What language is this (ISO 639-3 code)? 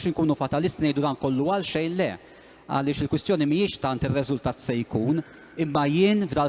mlt